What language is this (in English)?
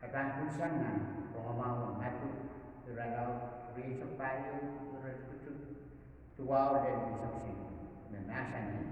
Pohnpeian